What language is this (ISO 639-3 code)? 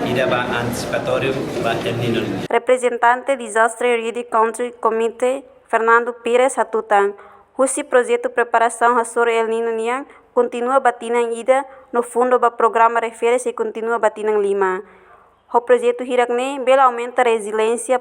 tet